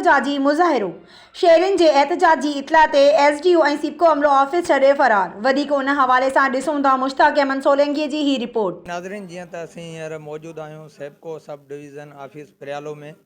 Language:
Sindhi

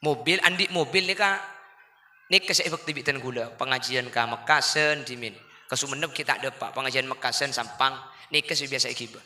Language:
Madurese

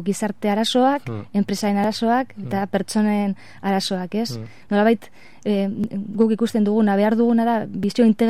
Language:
Basque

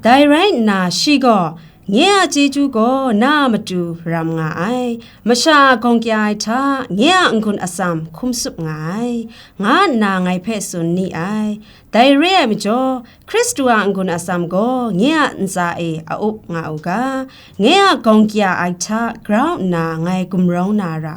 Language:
Kachin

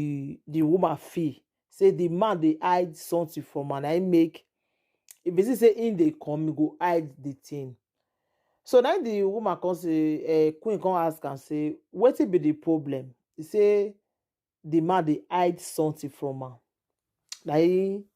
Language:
Nigerian Pidgin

